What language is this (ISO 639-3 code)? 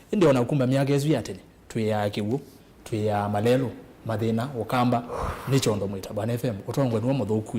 kam